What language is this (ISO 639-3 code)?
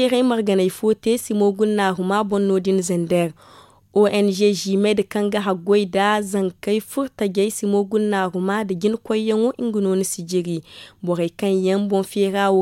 dje